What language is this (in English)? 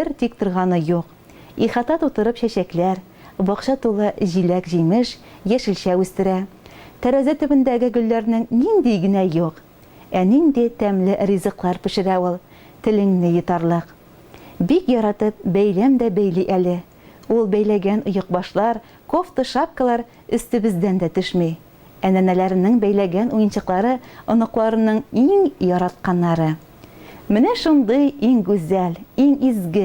Tatar